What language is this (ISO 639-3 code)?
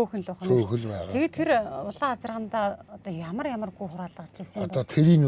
mon